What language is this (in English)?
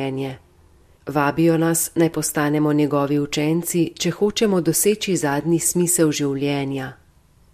Slovenian